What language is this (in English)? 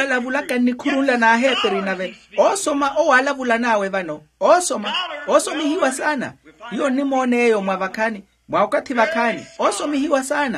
Makhuwa